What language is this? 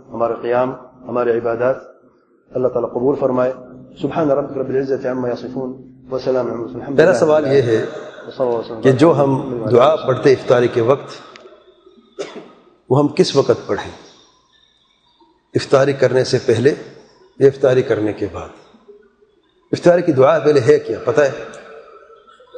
Urdu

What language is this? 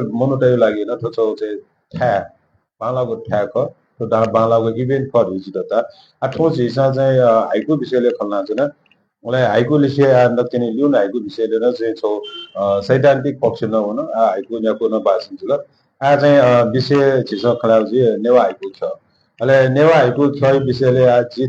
Newari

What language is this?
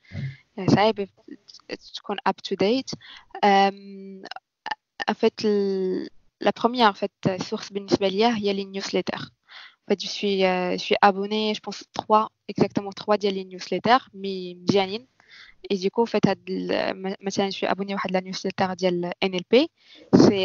Moroccan Arabic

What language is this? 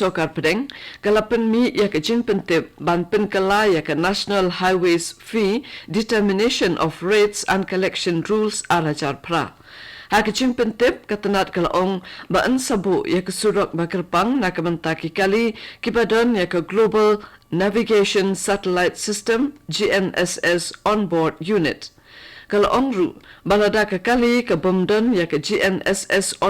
Khasi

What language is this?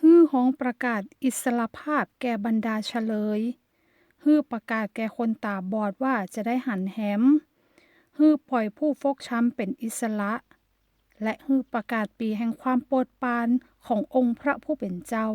Northern Thai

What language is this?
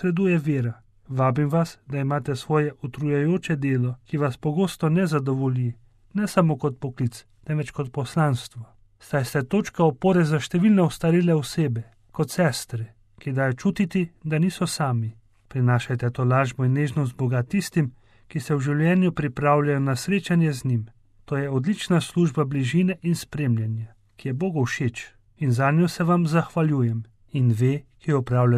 Slovenian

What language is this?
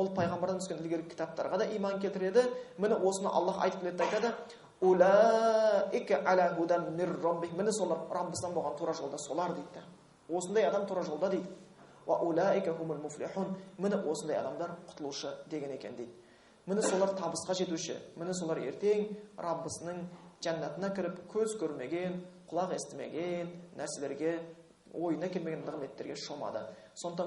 Kazakh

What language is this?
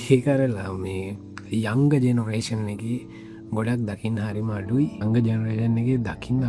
Sinhala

